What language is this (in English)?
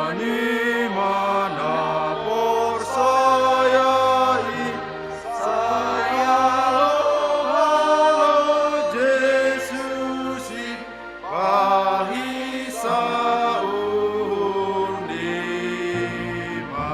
Batak Simalungun